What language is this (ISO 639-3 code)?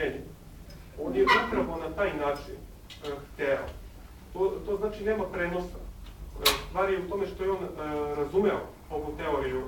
srp